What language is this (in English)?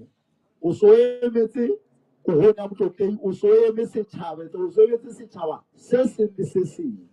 Southern Sotho